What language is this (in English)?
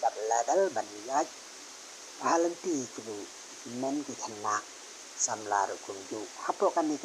Khasi